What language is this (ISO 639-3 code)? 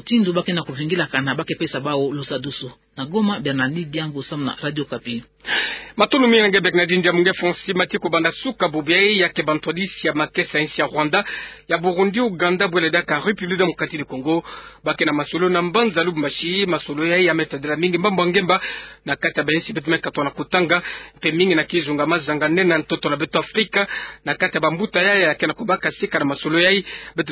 ktu